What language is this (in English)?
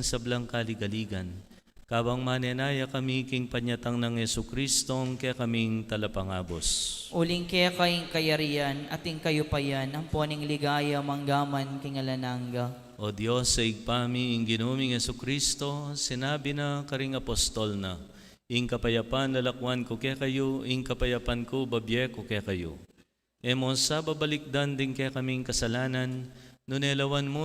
Pampanga